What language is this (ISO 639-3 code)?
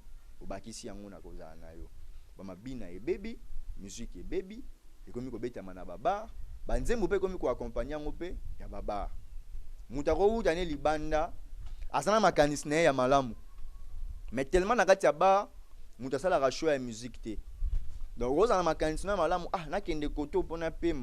lin